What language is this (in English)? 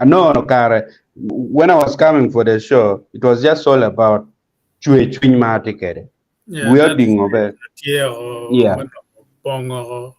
Acoli